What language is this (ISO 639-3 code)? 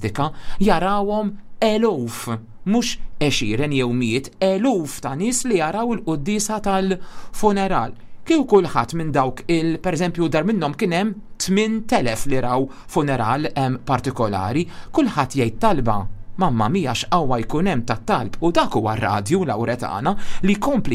mlt